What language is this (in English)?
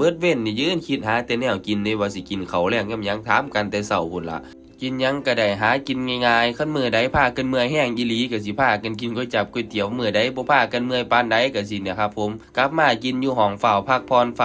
Northeastern Thai